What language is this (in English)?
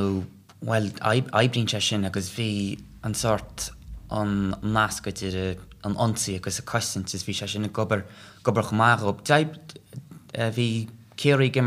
Irish